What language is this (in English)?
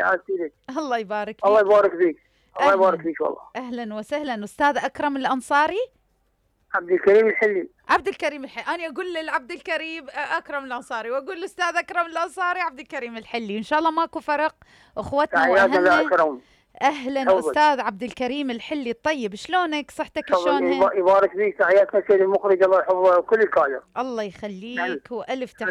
Mesopotamian Arabic